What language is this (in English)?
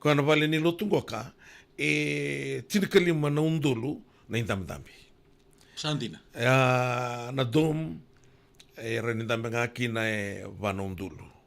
Fijian